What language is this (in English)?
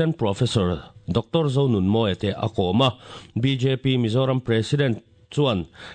Mizo